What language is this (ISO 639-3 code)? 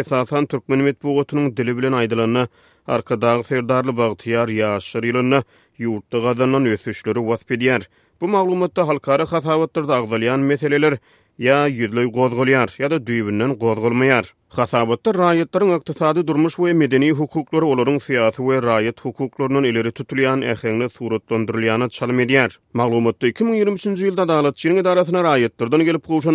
tuk